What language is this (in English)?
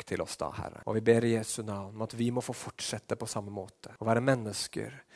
Norwegian